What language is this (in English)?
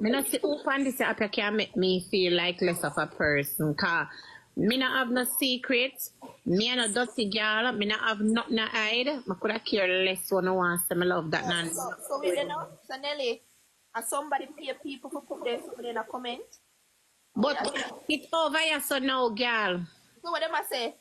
Jamaican Creole English